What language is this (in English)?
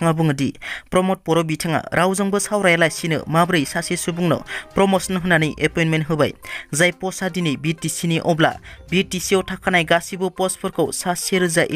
Bodo